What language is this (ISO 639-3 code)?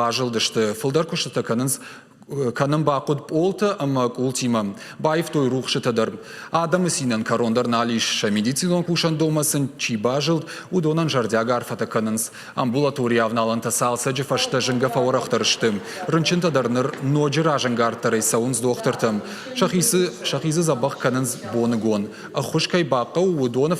oss